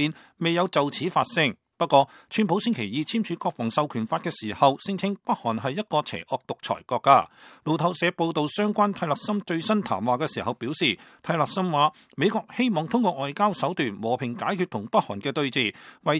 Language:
Cantonese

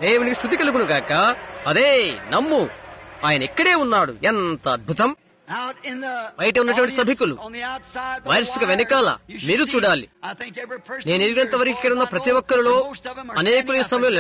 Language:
Telugu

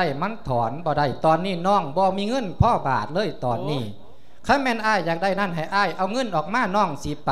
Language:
Lao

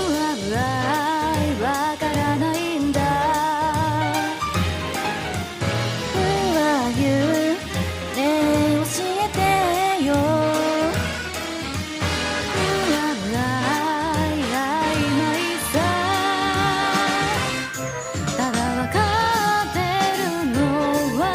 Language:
Japanese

